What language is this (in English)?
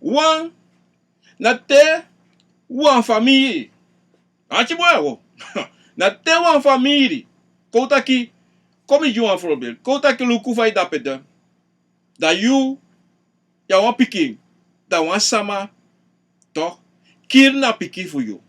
Sranan Tongo